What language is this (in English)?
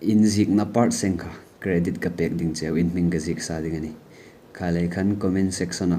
Hmar